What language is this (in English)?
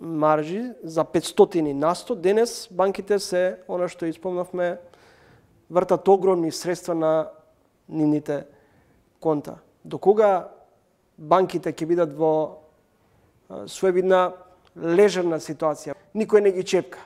Macedonian